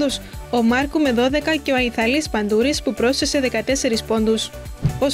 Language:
Greek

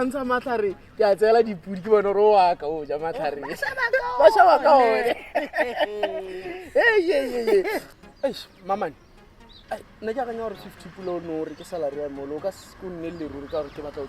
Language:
Tswana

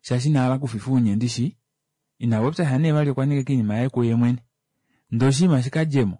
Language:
Kuanyama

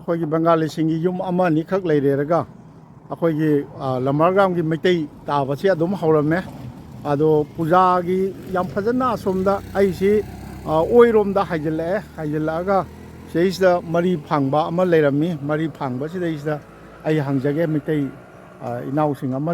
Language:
Manipuri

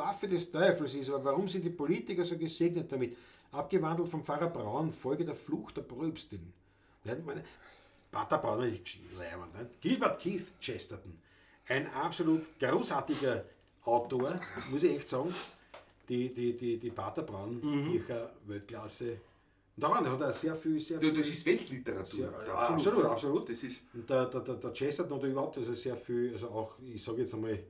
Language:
Bavarian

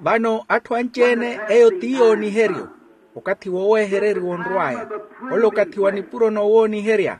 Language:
Makhuwa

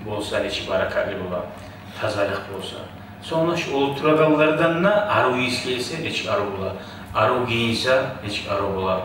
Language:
Kumyk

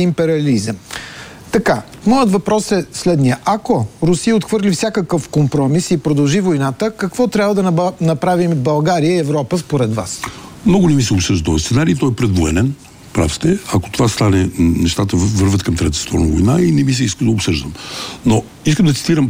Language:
Bulgarian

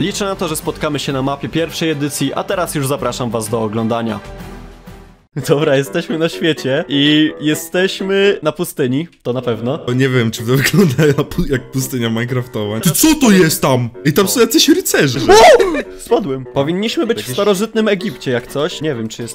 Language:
Polish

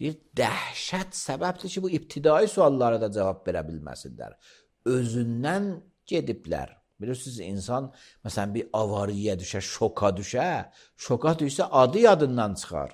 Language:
Azerbaijani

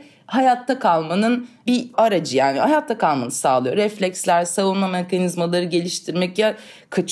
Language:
Turkish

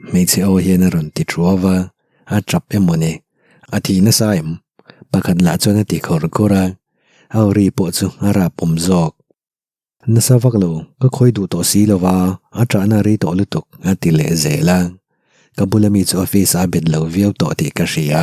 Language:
Mizo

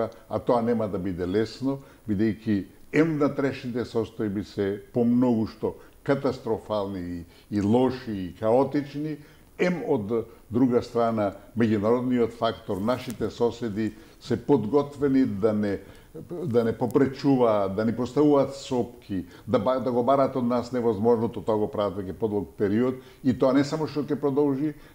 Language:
Macedonian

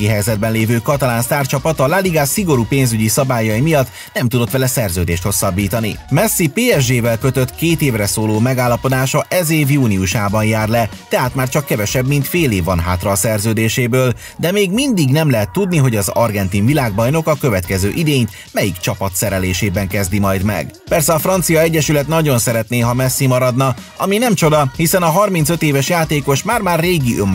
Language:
Hungarian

